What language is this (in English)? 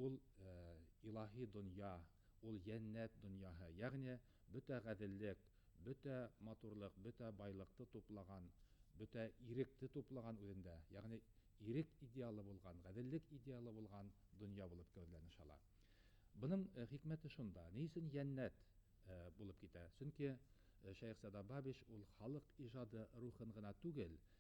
Bashkir